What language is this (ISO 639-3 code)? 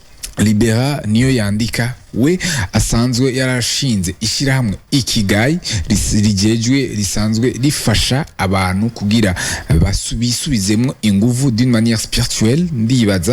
run